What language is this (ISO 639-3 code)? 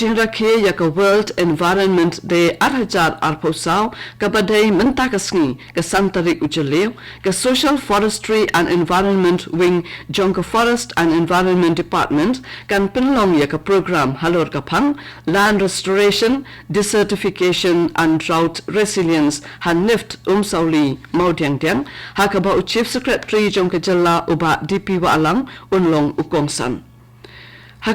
kha